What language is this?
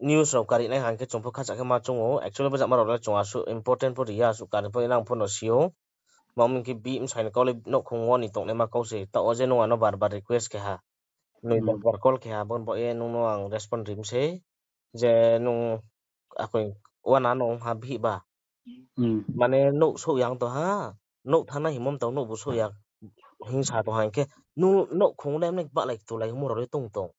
Riang (India)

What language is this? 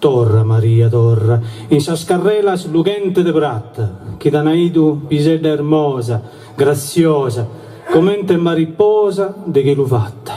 Sardinian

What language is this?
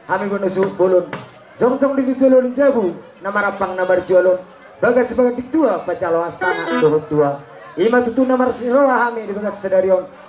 Batak Toba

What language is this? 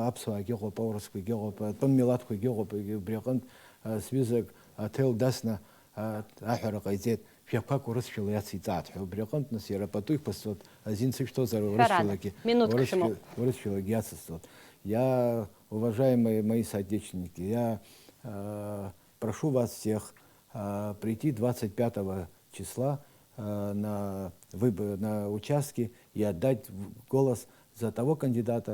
Abkhazian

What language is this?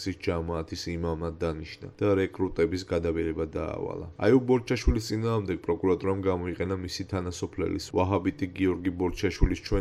Georgian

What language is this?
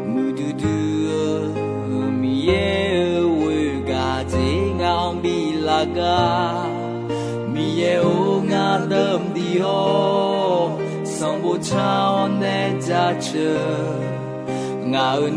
Akha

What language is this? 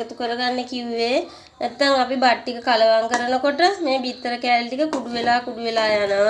Sinhala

